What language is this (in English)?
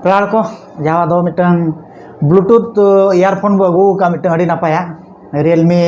Santali